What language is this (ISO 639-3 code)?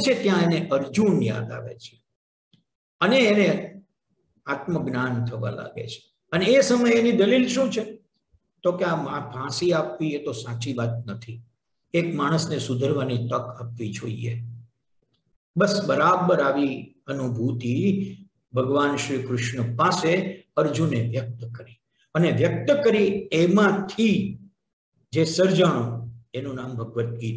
guj